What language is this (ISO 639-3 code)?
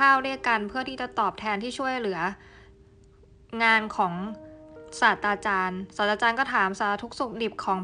tha